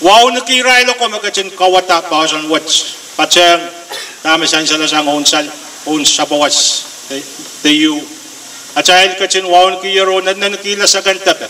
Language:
Pohnpeian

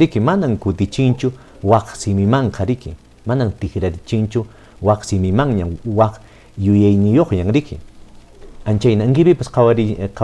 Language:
Quechua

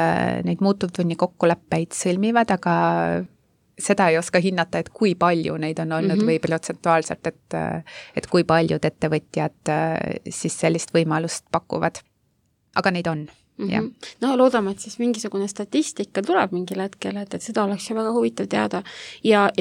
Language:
Estonian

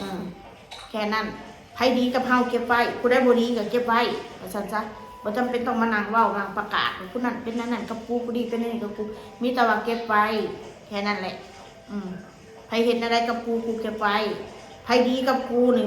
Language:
Northeastern Thai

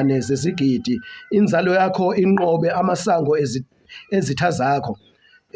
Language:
Zulu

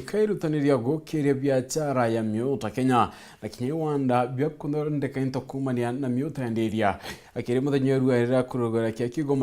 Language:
Meru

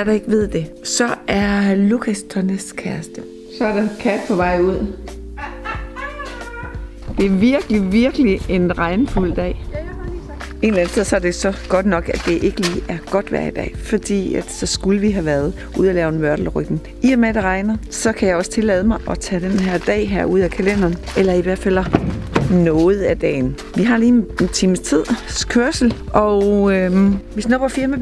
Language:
Danish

